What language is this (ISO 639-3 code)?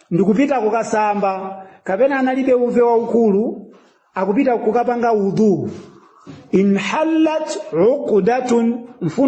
nya